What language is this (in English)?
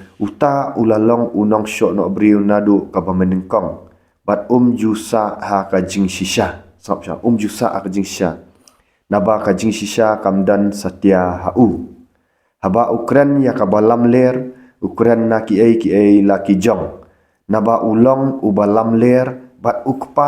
Khasi